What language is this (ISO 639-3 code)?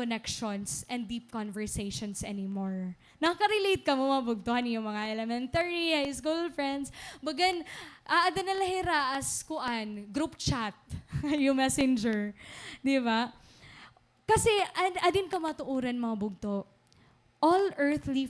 war